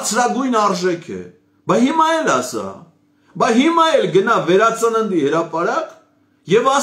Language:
Armenian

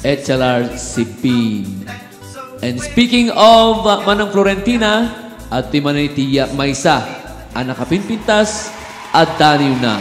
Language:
Iloko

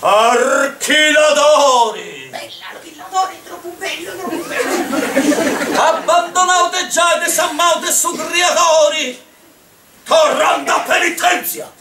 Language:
Sardinian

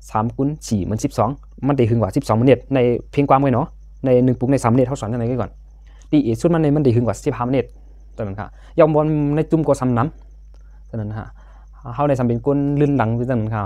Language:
Shan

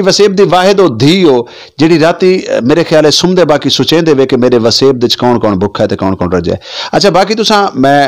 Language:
Saraiki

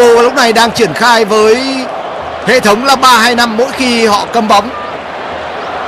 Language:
Vietnamese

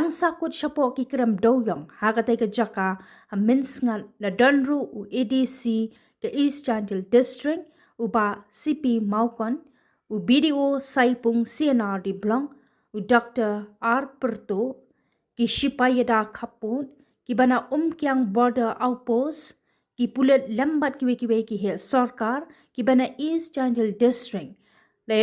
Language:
Khasi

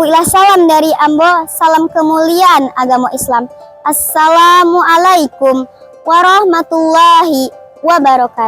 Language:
Minangkabau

